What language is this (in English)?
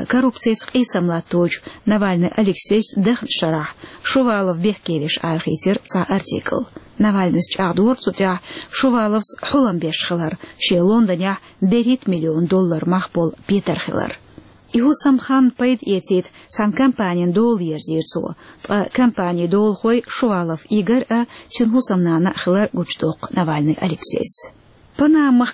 Chechen